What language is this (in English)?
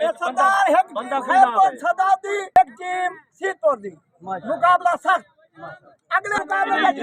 Saraiki